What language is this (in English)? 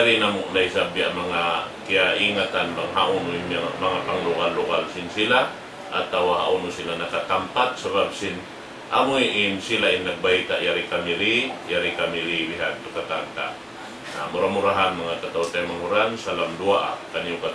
Tausug